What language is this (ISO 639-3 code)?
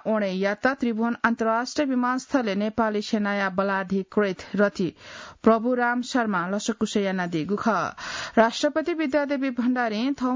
new